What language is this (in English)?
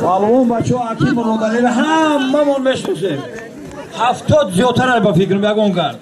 Tajik